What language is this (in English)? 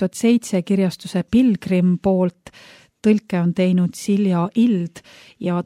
Estonian